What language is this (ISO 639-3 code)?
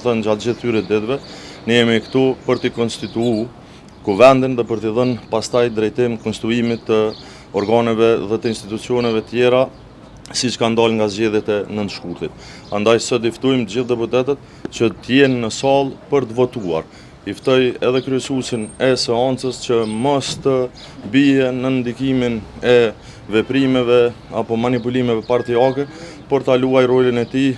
sqi